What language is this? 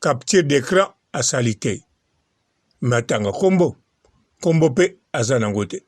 Lingala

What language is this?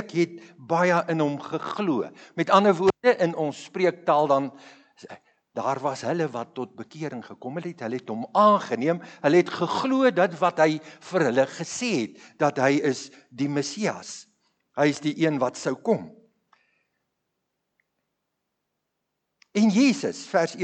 Afrikaans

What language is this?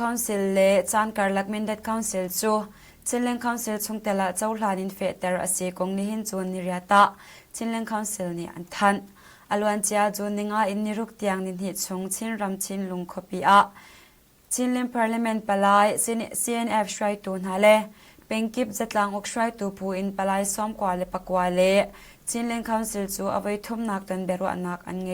Hakha Chin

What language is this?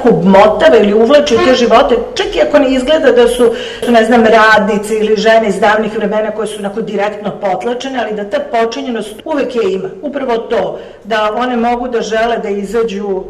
Serbian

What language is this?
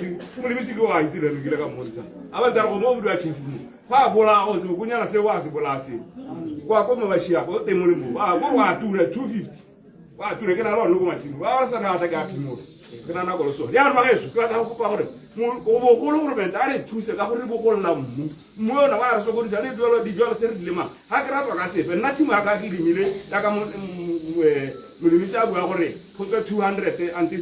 Tswana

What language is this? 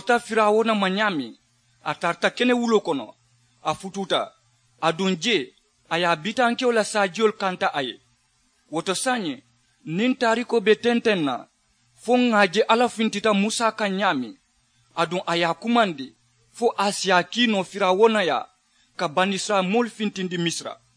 Mandingo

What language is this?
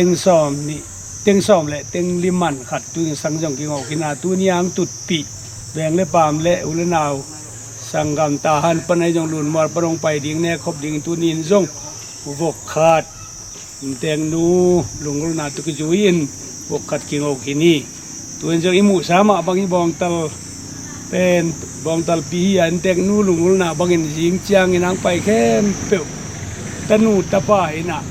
Tedim Chin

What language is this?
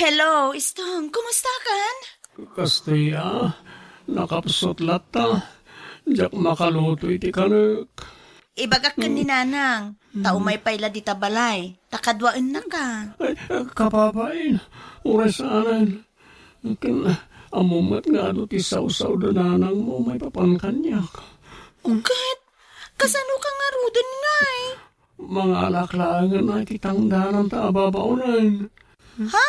Iloko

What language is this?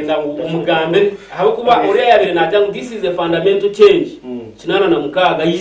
Nyankole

